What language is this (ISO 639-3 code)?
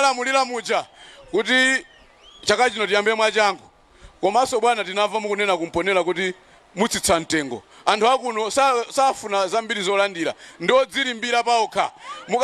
nya